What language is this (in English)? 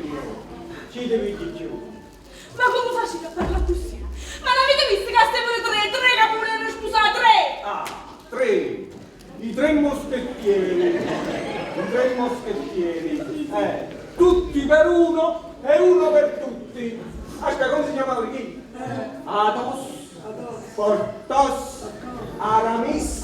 Neapolitan